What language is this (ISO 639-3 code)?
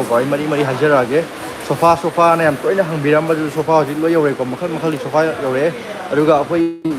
mni